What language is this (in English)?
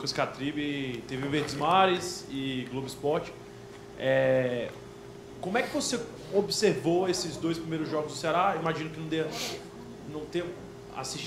Portuguese